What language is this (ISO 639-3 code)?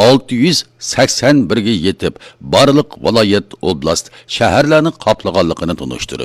uig